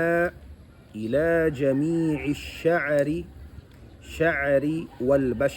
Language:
Tausug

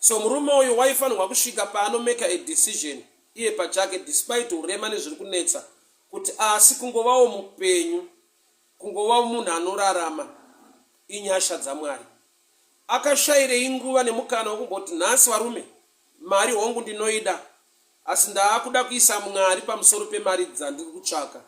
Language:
Shona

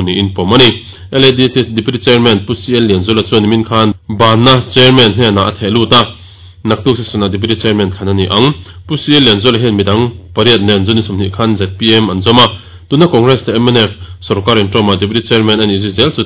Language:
Mizo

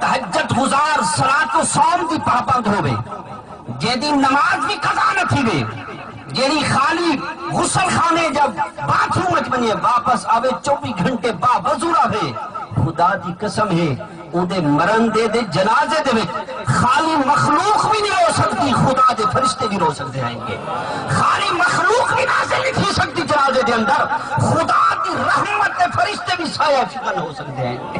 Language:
Saraiki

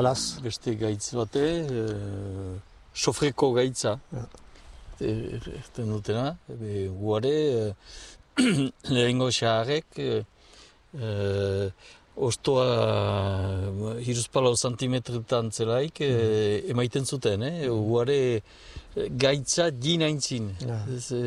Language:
Basque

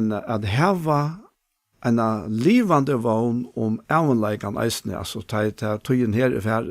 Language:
Faroese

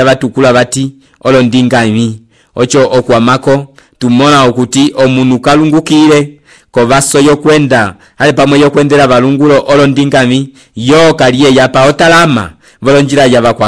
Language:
Umbundu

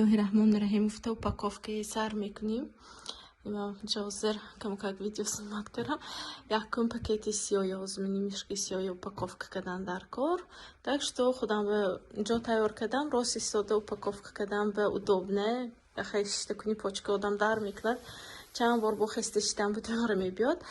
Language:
Tajik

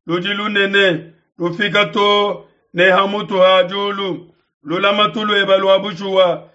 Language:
Luba-Lulua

